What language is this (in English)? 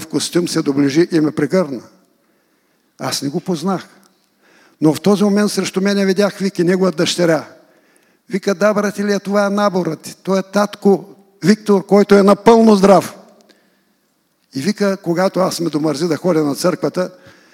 Bulgarian